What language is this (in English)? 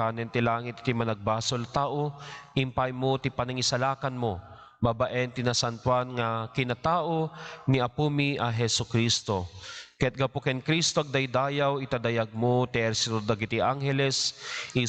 Iloko